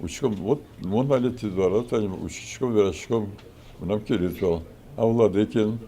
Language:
Udmurt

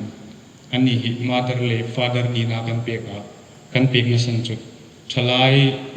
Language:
Hmar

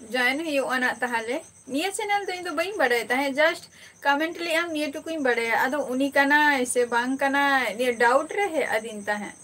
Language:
Santali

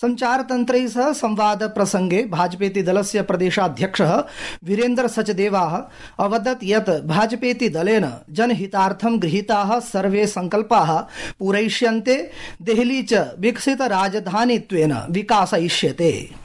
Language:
Sanskrit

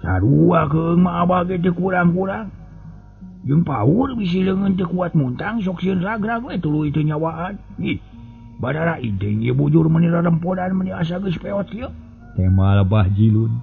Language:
Sundanese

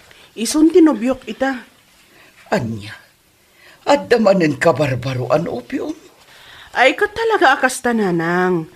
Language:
Iloko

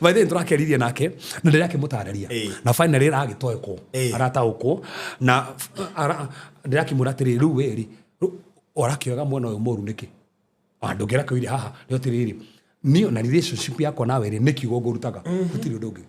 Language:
Kikuyu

